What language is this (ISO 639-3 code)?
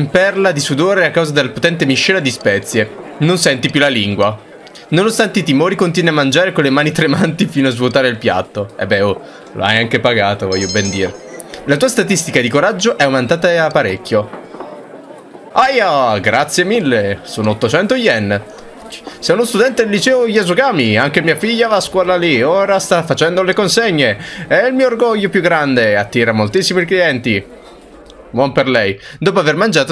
ita